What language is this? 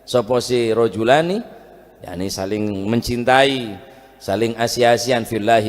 Madurese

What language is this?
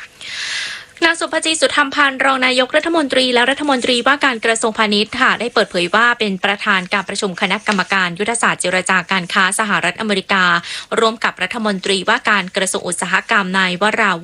Thai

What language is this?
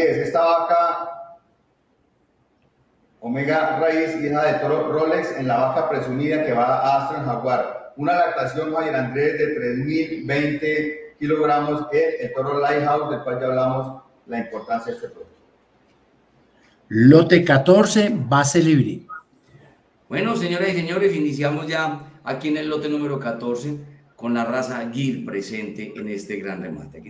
Spanish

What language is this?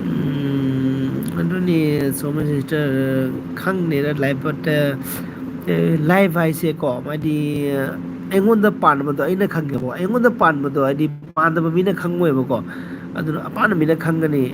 Manipuri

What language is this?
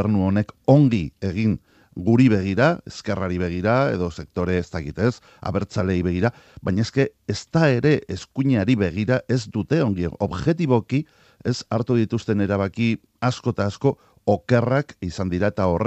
Basque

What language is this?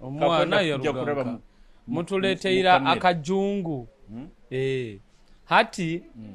Nyoro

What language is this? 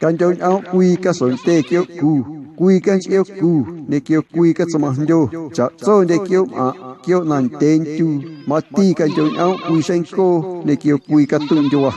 Guerrero Amuzgo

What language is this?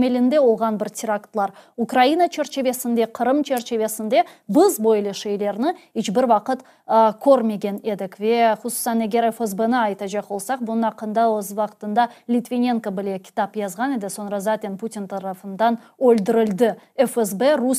Crimean Tatar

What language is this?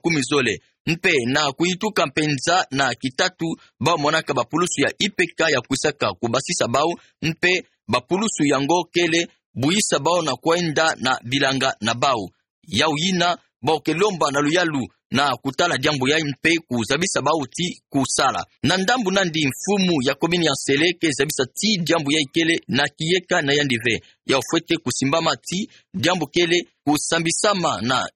Kituba (Democratic Republic of Congo)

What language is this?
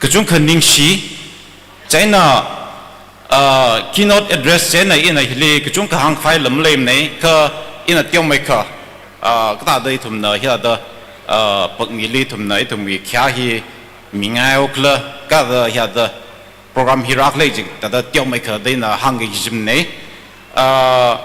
Tangkhul Naga (India)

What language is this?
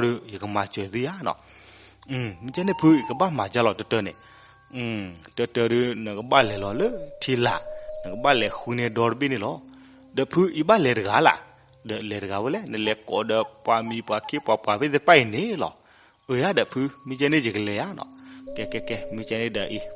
S'gaw Karen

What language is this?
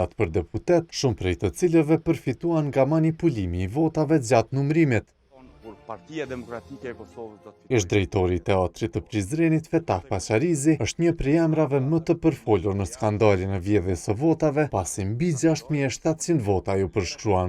Albanian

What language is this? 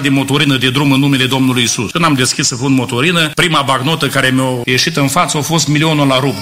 Romanian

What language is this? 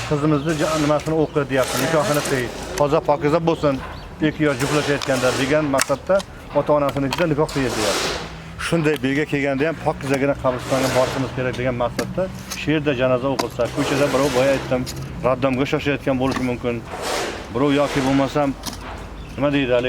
Uzbek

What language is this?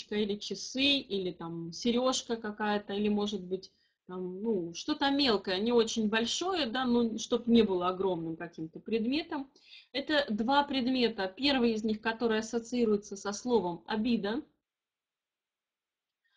Russian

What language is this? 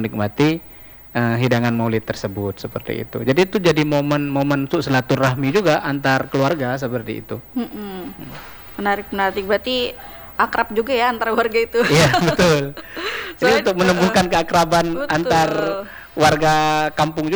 Indonesian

